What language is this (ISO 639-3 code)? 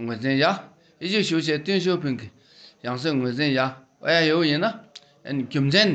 dka